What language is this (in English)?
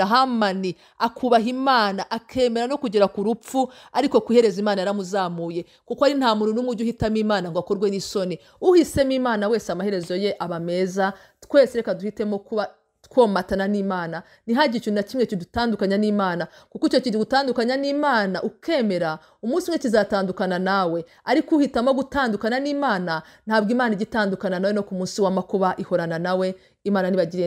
Kinyarwanda